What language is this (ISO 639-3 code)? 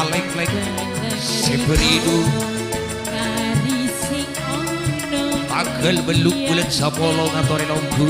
mad